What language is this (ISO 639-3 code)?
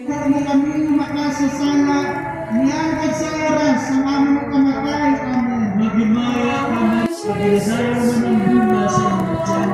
hil